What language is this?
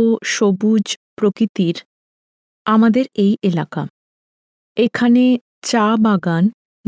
Bangla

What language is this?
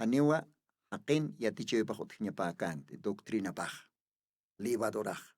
Aymara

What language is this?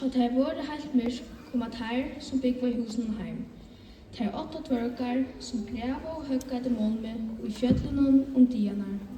Faroese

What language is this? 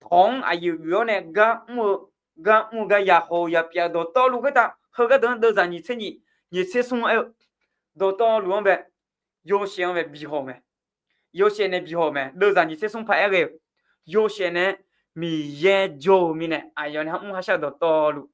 Akha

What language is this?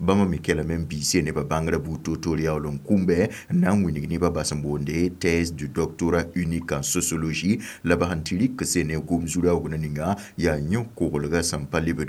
Mossi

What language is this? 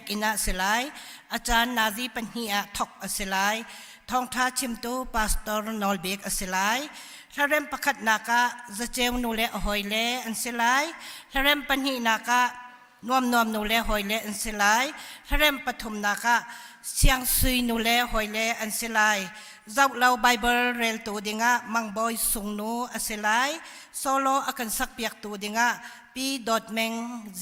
Hakha Chin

